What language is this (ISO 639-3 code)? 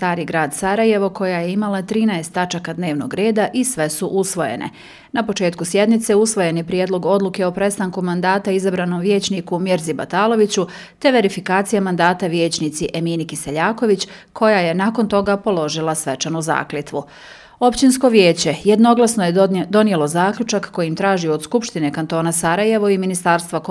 bos